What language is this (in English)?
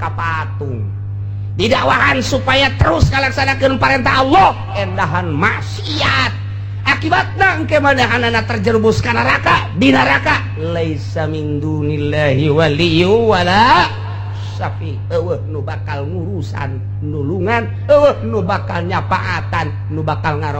Sundanese